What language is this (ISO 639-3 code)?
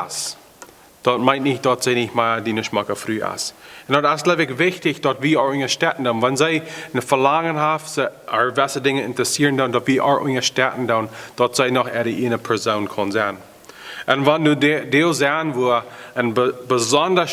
pdt